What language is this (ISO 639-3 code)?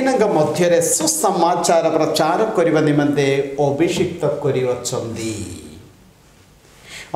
ori